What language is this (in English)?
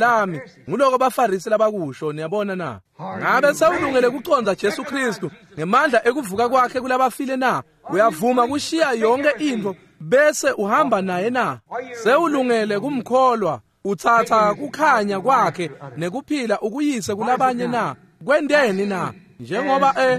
Swati